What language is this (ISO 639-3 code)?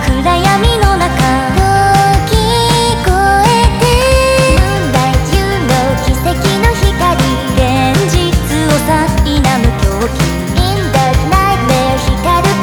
jpn